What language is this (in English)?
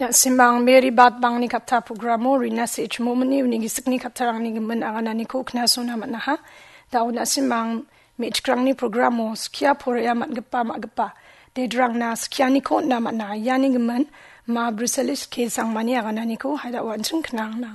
Garo